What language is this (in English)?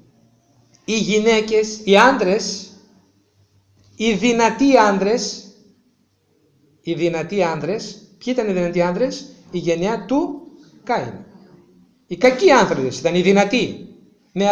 Greek